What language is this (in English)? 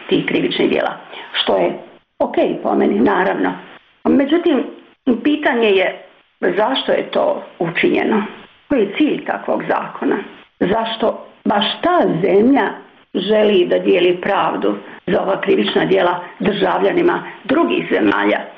Bosnian